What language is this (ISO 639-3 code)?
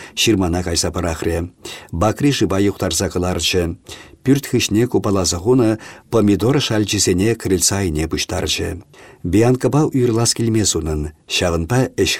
chv